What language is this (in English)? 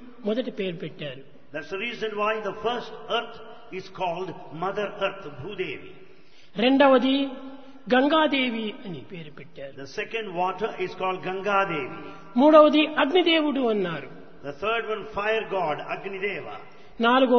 Telugu